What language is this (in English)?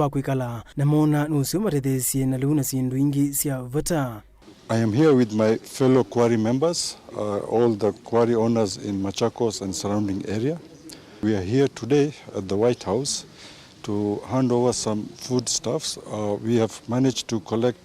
Kamba